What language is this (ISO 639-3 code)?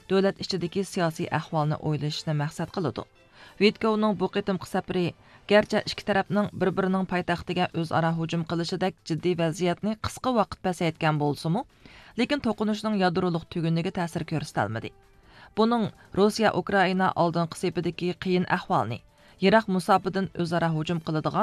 uig